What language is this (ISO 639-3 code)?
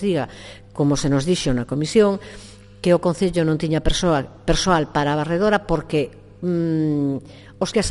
glg